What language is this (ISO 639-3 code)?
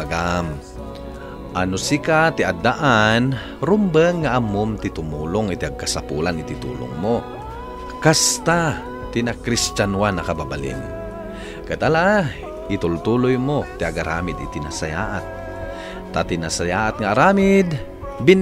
ilo